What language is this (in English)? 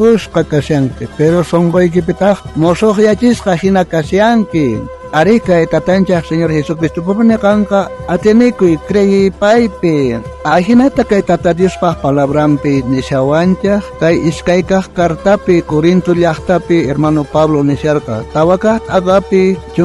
South Bolivian Quechua